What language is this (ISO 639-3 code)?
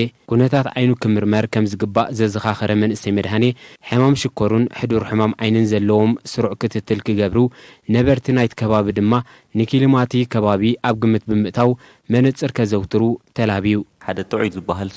tir